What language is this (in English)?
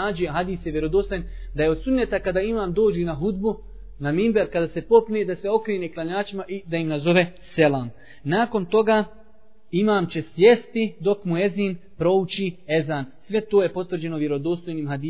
Bosnian